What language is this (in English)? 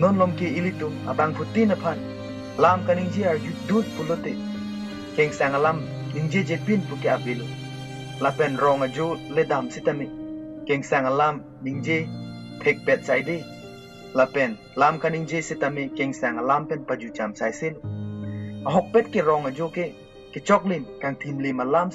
Karbi